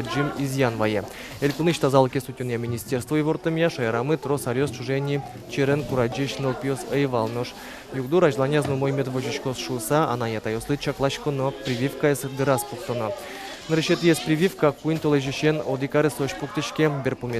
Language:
Udmurt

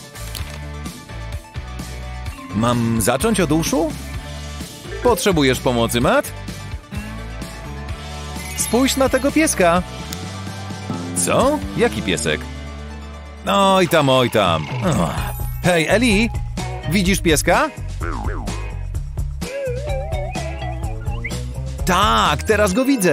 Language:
Polish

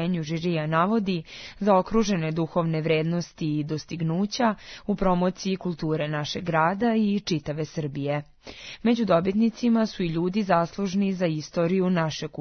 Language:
Serbian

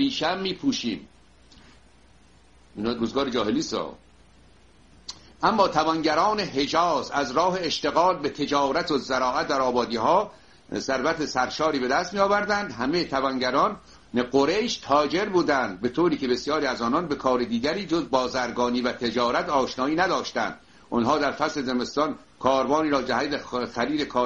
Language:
Persian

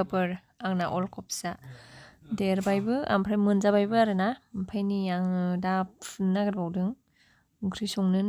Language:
Bodo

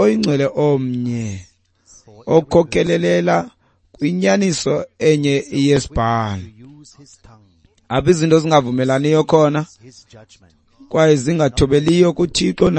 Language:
Xhosa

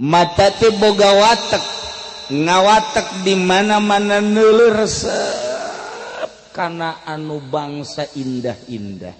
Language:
Sundanese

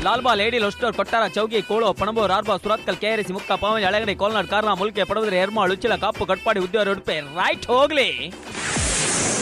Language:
Kannada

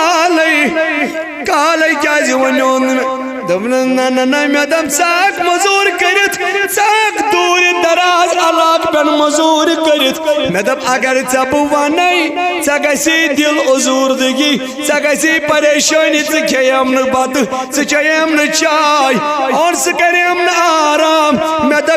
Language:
Kashmiri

